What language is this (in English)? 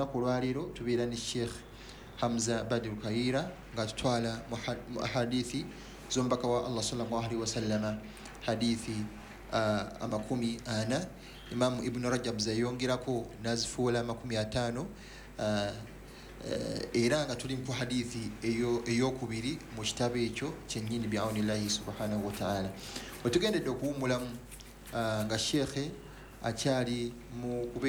Ganda